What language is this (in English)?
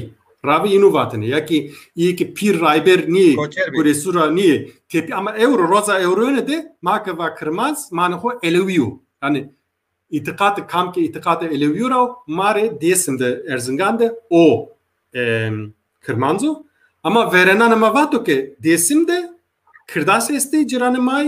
Zaza